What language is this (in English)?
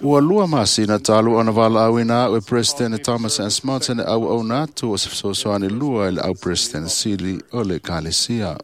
Samoan